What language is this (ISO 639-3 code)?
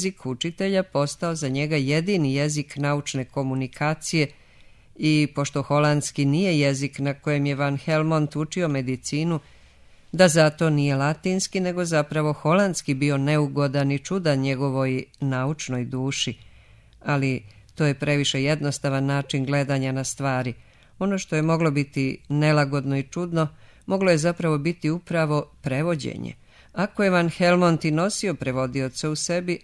srp